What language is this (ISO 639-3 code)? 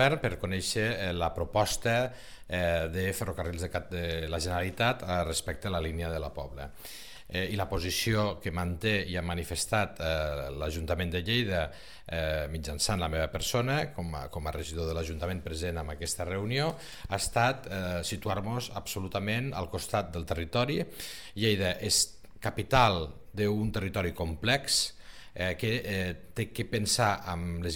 cat